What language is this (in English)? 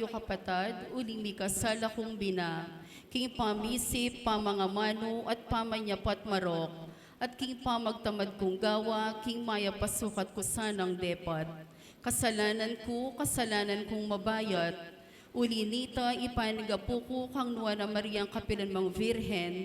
Pampanga